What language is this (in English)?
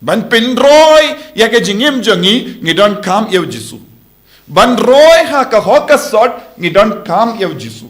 Khasi